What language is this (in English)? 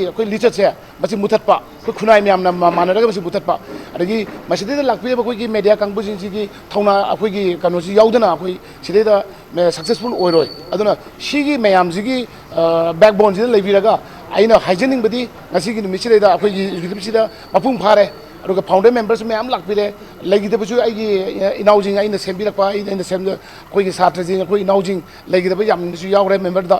Manipuri